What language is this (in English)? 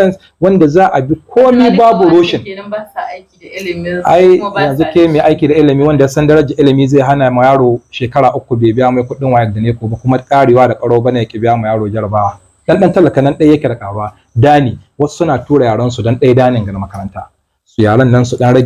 Hausa